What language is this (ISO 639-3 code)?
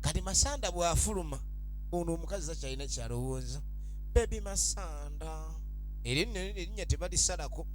lug